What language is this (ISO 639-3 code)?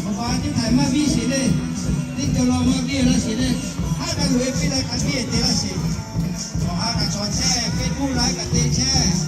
lhu